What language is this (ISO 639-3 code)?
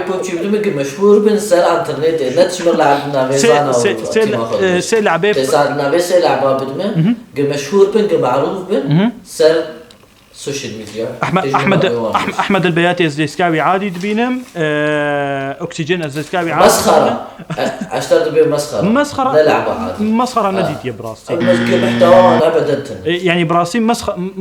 kur